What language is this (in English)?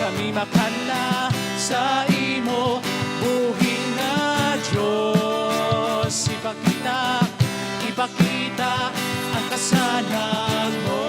Hiligaynon